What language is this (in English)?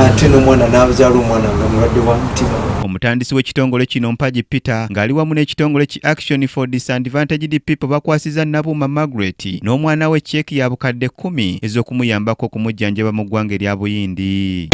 Ganda